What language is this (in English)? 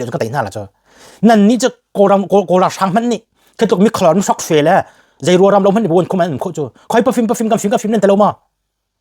Hakha Chin